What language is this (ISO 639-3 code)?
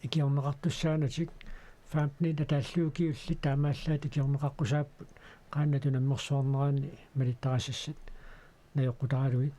kal